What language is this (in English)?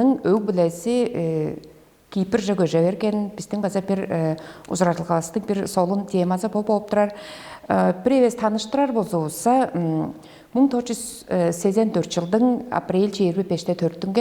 Tuvinian